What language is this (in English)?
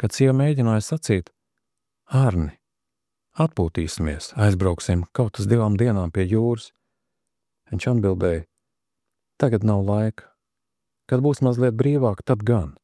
Latvian